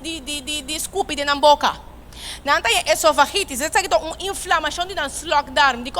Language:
Papiamento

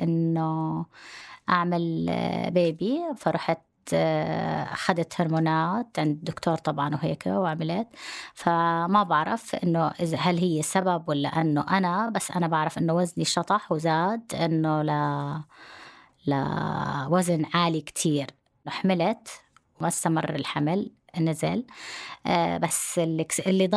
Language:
North Levantine Arabic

